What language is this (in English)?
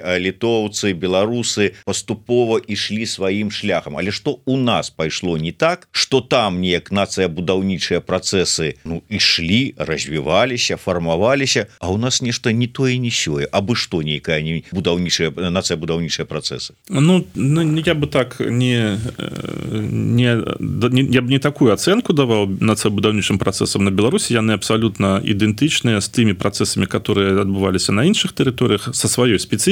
Belarusian